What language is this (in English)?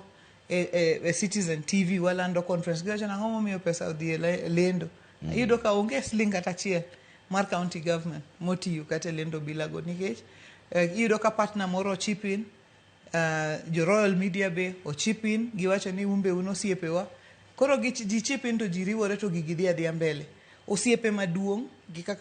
Luo (Kenya and Tanzania)